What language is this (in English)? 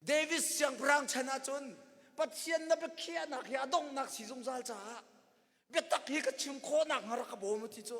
Hakha Chin